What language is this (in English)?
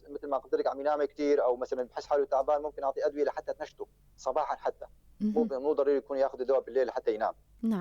North Levantine Arabic